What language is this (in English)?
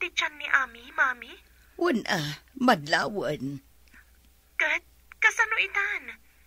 Iloko